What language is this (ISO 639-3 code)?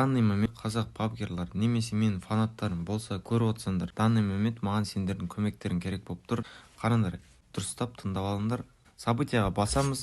kaa